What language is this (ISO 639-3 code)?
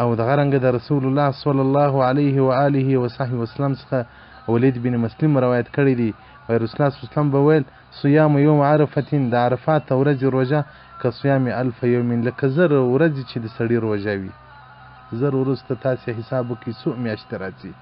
pus